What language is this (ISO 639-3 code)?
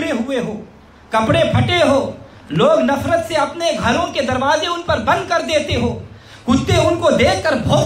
urd